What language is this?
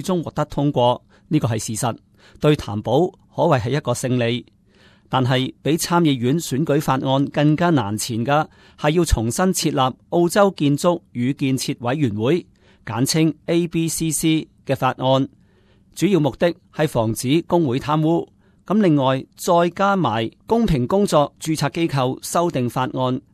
Cantonese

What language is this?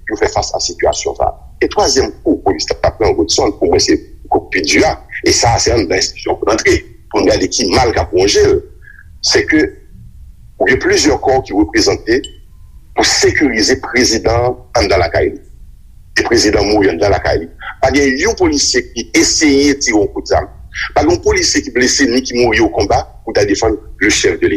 Haitian Creole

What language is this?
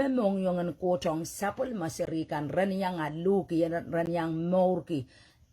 Pohnpeian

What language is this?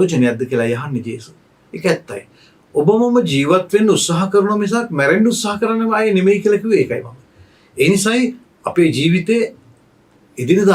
Sinhala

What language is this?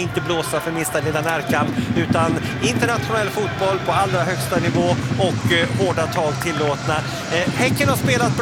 Swedish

